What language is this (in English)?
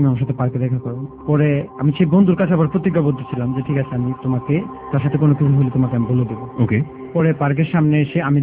Bangla